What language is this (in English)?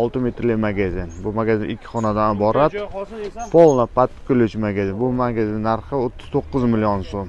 Uzbek